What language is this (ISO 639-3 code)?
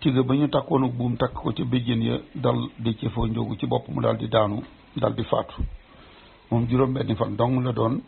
wol